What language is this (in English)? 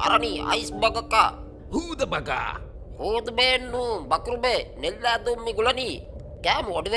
Divehi